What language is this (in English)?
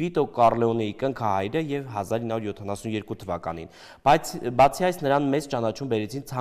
Armenian